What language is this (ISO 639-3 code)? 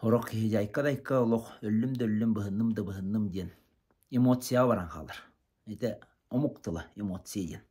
sah